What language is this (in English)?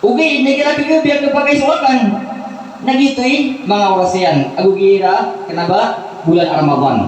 Maranao